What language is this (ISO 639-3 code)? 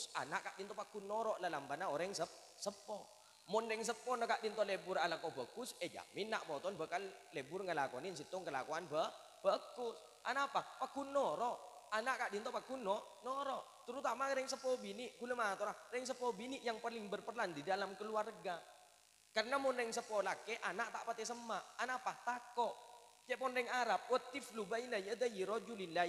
mad